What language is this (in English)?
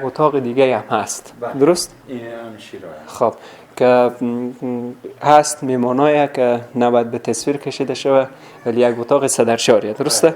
Persian